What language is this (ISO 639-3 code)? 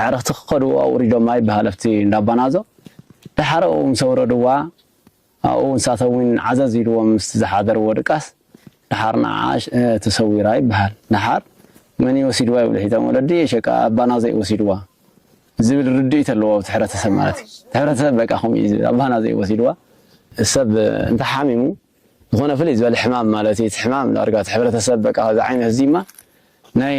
tir